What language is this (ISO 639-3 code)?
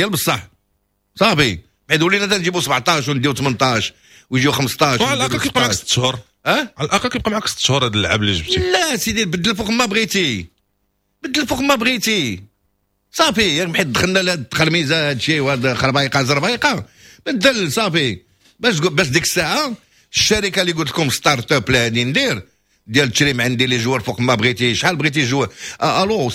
ary